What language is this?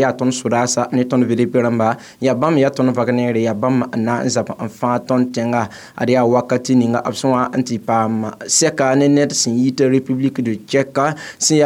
Mossi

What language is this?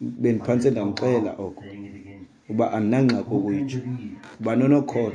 Xhosa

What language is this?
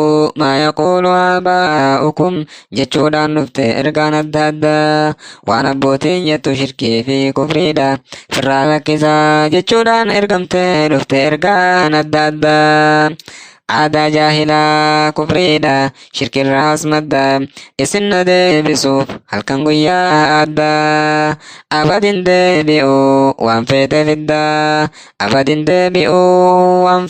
Oromo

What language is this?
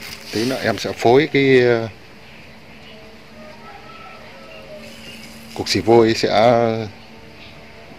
Vietnamese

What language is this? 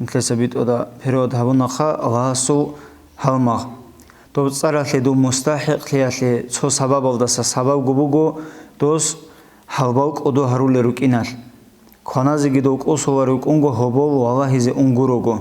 Avaric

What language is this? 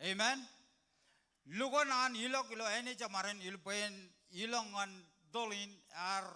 Marshallese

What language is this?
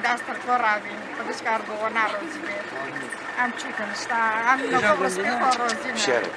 Kurdish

